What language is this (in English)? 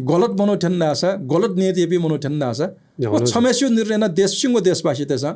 Newari